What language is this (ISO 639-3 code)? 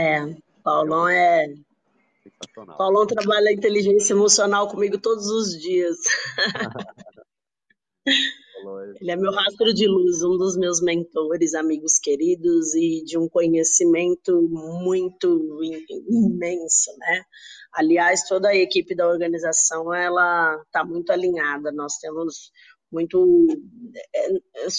por